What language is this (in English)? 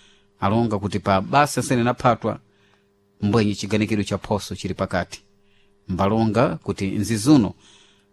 Sena